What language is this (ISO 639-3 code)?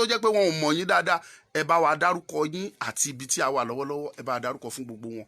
yor